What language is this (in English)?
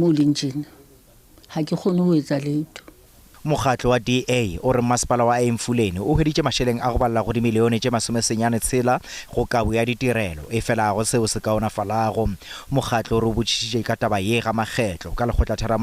Northern Sotho